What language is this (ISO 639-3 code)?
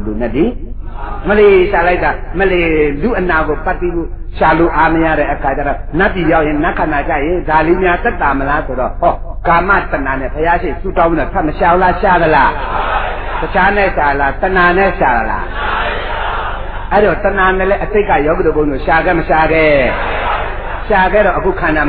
mya